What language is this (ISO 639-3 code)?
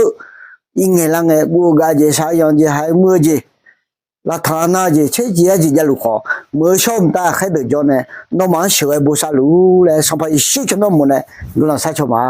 ahk